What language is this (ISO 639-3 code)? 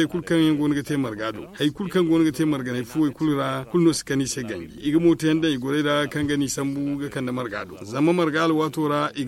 dje